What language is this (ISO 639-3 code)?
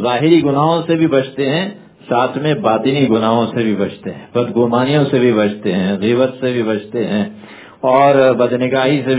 urd